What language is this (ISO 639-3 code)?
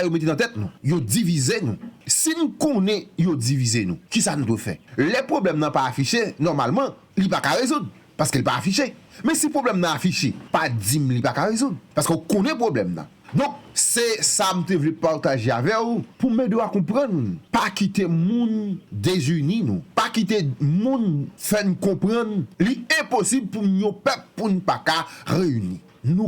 hat